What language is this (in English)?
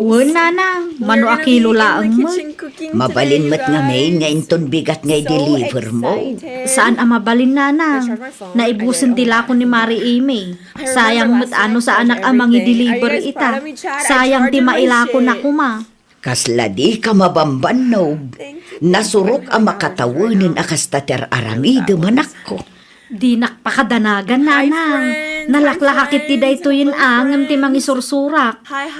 Iloko